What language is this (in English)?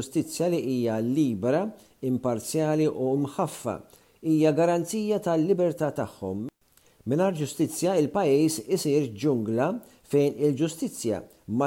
Maltese